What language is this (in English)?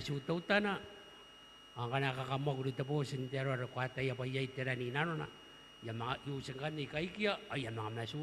Gilbertese